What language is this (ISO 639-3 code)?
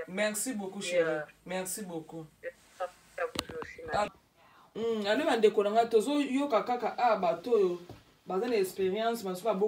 lin